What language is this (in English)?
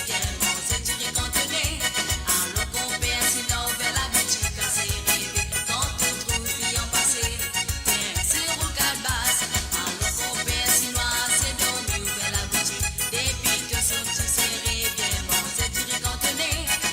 Morisyen